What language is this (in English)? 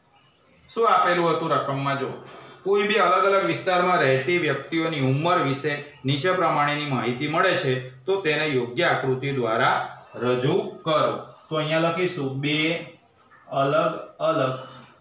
Gujarati